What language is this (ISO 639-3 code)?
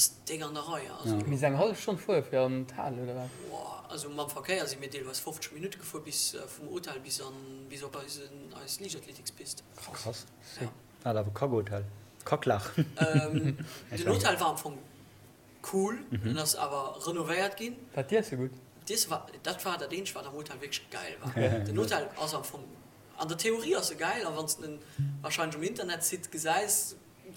ltz